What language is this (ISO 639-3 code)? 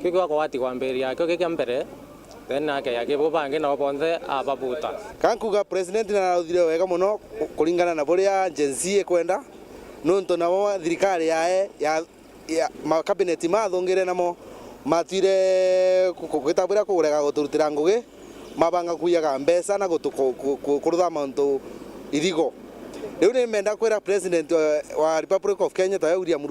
mer